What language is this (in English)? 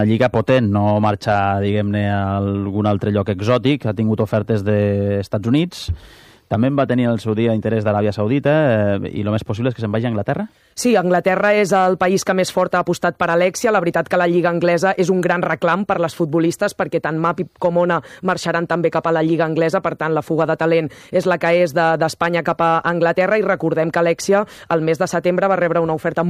Catalan